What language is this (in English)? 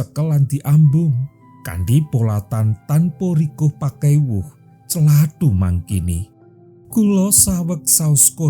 Javanese